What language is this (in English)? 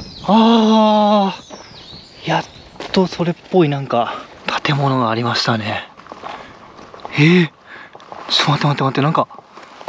Japanese